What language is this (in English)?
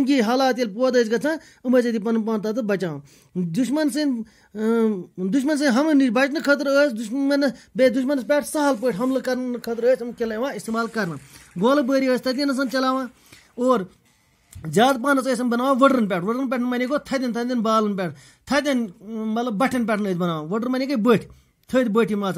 Kashmiri